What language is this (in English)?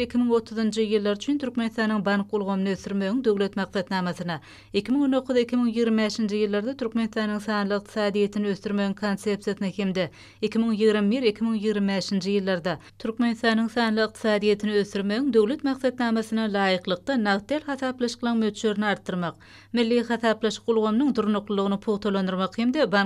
Turkmen